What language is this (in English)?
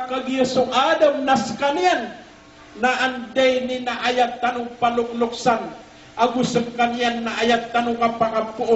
Maranao